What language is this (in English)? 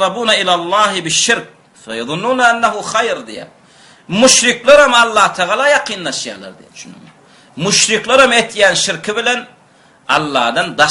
Turkmen